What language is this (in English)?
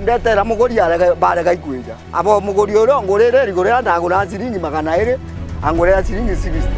Meru